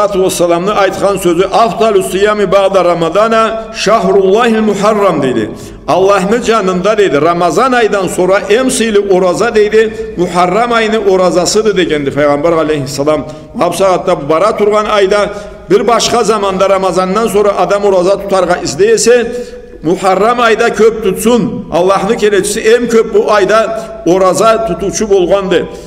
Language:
Karachay-Balkar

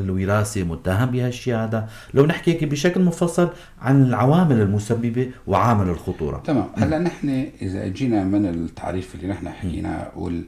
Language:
North Levantine Arabic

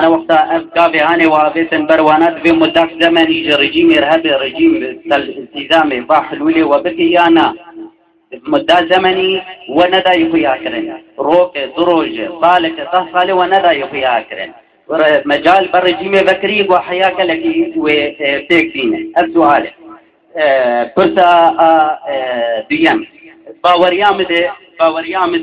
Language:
Kurdish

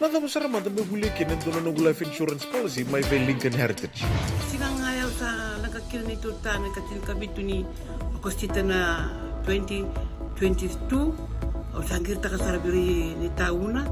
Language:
Fijian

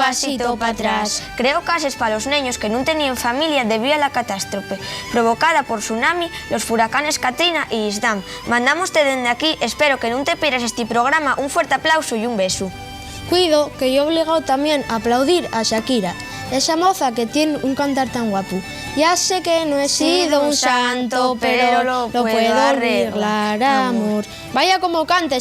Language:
Asturian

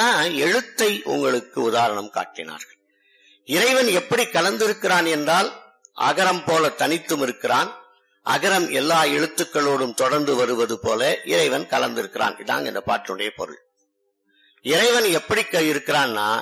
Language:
Tamil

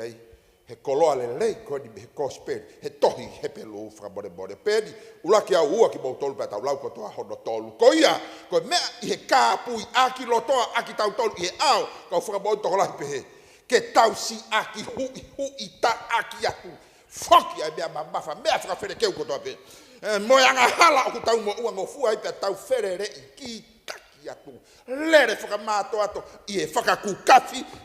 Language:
Tongan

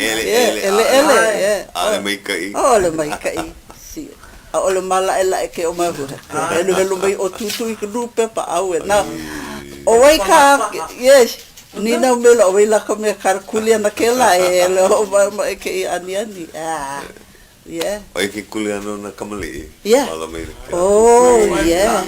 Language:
Hawaiian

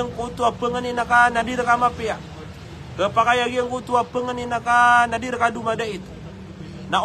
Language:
Maranao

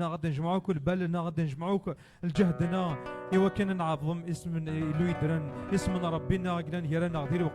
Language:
Kabyle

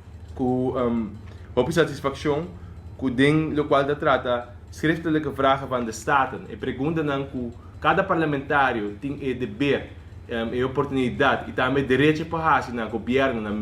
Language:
Papiamento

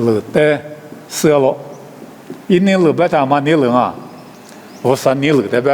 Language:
Lisu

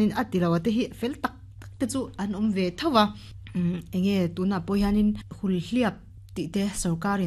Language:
Mizo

